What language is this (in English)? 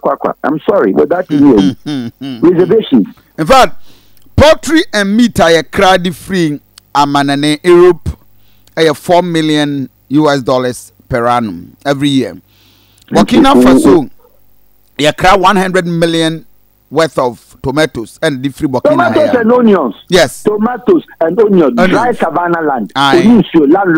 Akan